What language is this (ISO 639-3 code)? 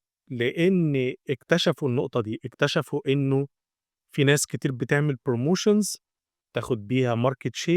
arz